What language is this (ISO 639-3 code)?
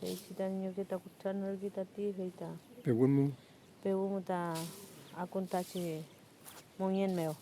arn